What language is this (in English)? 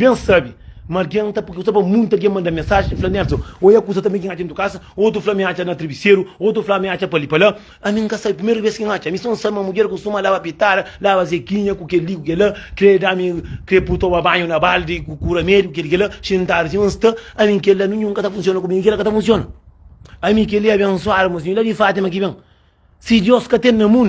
Kabuverdianu